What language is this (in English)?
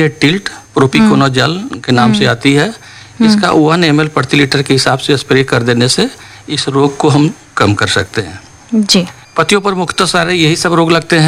Hindi